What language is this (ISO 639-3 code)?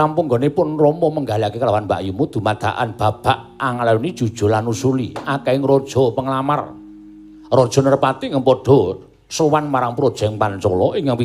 jav